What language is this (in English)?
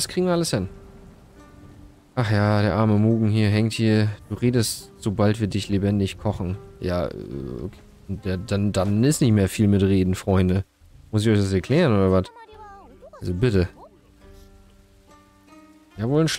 German